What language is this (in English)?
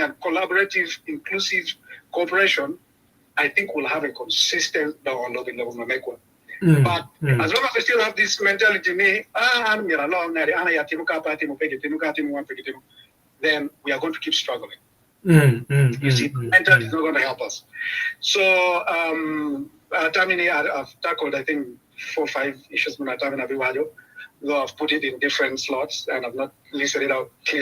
Acoli